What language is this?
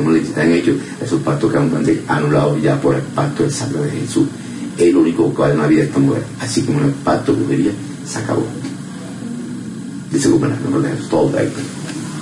Spanish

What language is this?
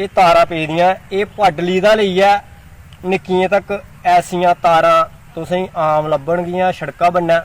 Dogri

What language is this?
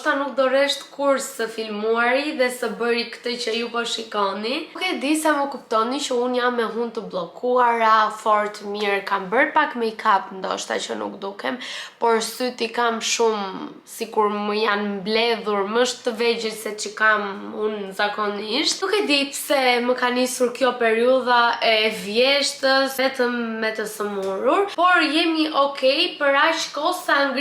Albanian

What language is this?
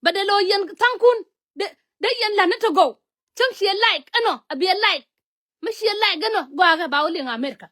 Nuer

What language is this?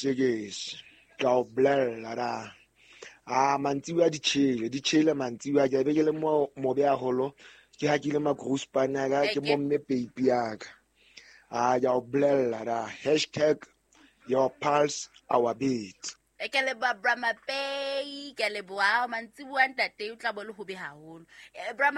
Southern Sotho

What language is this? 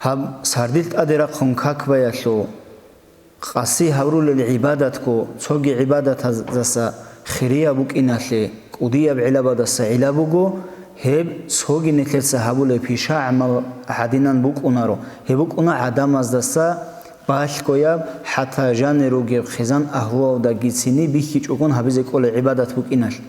Avaric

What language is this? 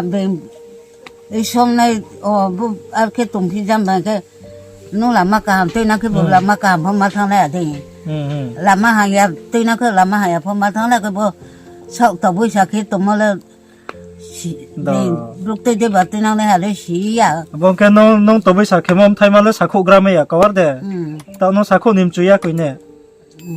Riang (India)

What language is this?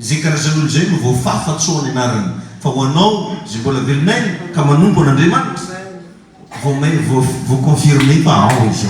Malagasy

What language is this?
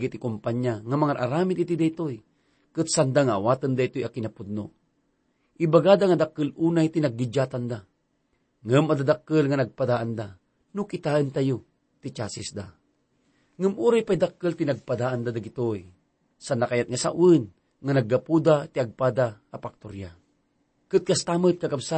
Iloko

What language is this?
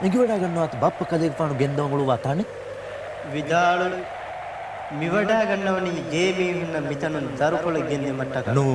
Divehi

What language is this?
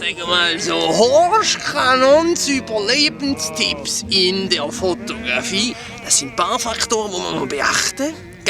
Swiss German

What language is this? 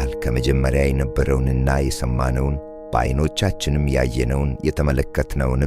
Amharic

